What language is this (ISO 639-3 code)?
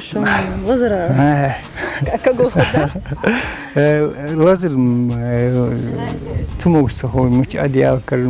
inh